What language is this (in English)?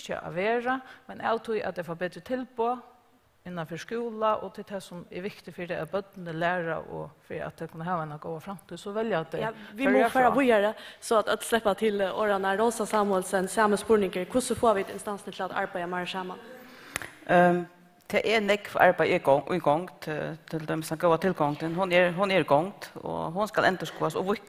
Faroese